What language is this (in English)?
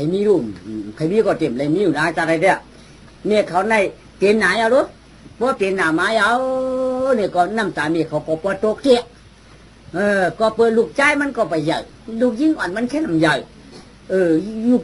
Shan